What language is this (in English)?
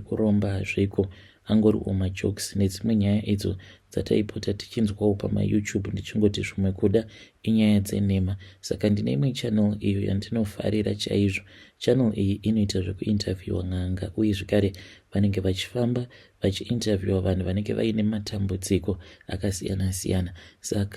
Shona